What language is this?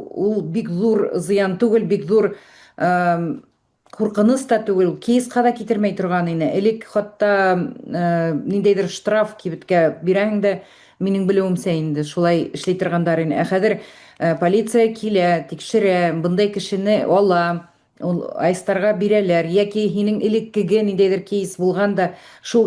Bashkir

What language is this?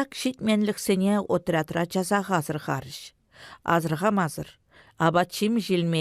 Chuvash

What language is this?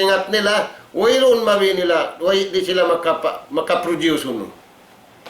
Tausug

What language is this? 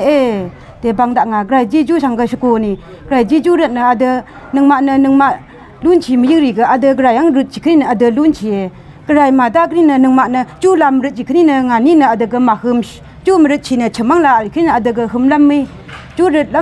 Rawang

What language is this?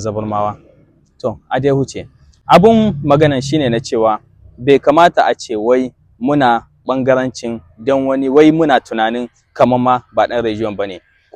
Hausa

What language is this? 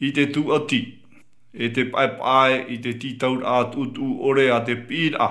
Tahitian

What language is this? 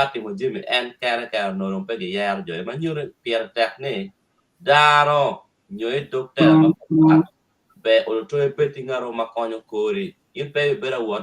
Acoli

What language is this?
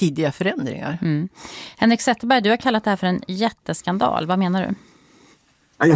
Swedish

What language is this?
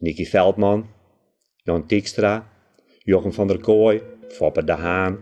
Western Frisian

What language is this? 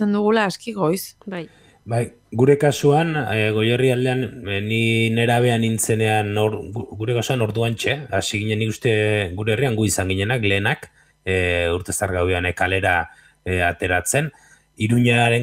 Basque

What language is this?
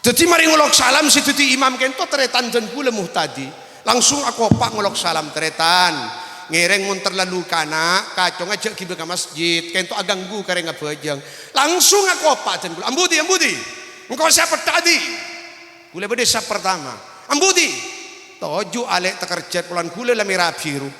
Madurese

